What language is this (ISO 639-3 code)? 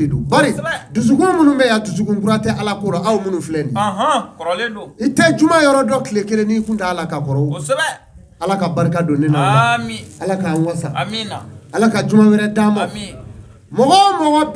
bam